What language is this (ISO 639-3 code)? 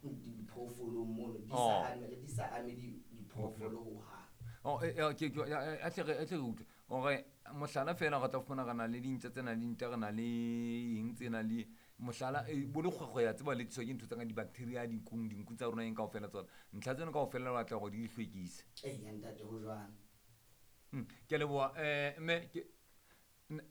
sot